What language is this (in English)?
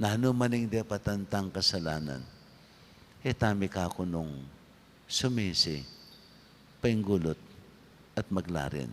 Pampanga